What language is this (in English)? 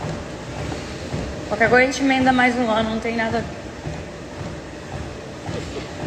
Portuguese